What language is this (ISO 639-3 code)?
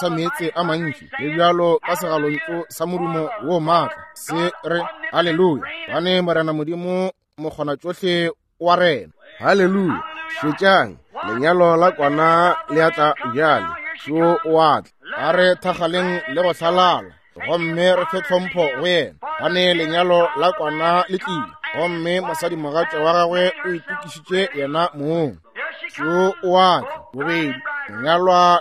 nso